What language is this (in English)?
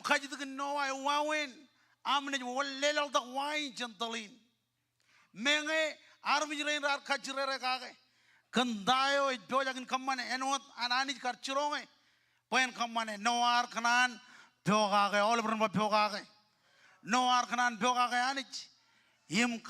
Marshallese